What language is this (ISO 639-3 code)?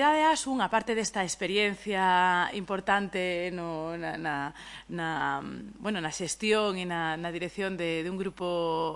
glg